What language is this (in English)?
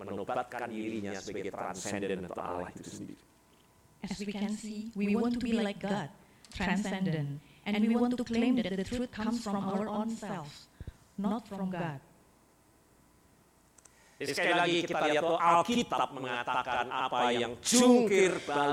Indonesian